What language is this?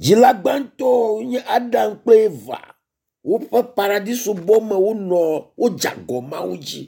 Ewe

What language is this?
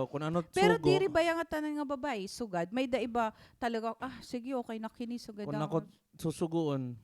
Waray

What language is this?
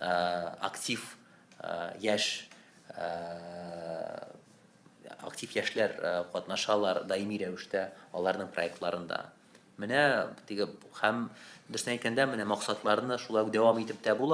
Tatar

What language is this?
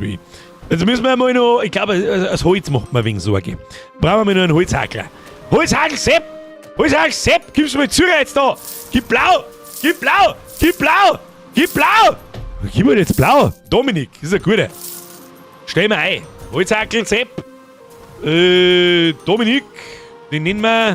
Bavarian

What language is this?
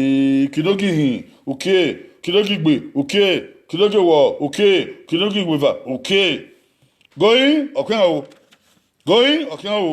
Bini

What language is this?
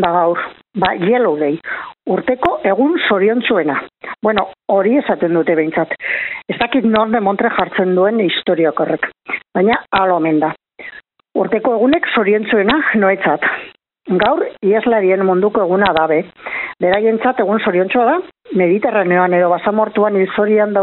Basque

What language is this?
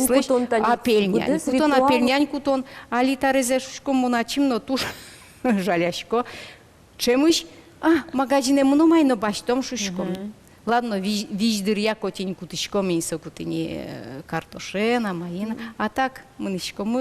Udmurt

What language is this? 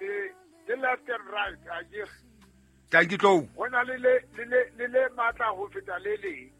Southern Sotho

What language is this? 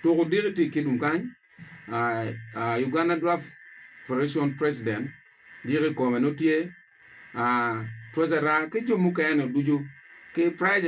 Acoli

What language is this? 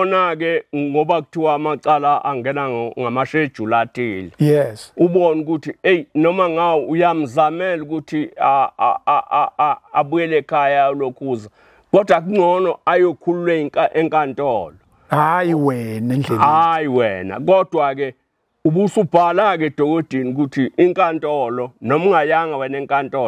Zulu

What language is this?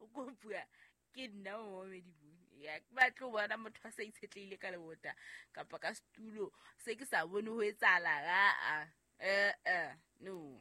Southern Sotho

